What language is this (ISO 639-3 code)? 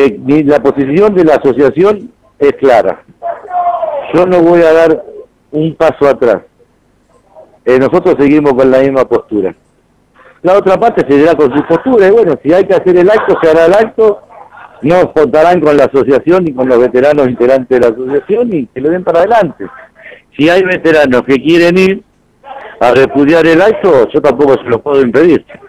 spa